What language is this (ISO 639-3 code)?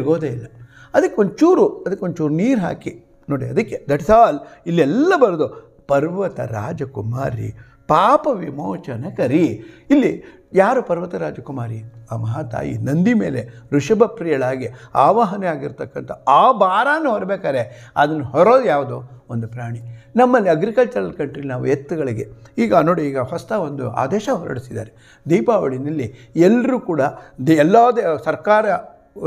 kan